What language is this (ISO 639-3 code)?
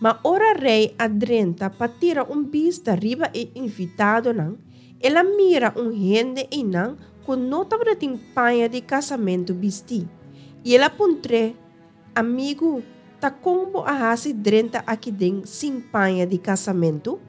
pap